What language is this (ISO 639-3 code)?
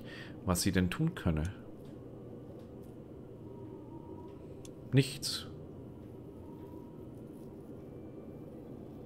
deu